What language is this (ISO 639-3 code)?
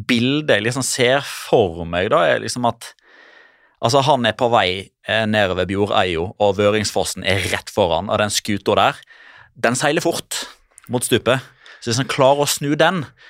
nor